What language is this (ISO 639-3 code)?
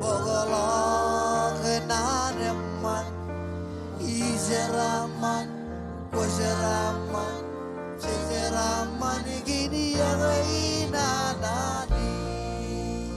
mah